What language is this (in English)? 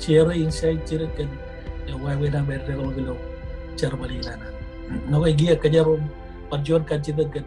Marshallese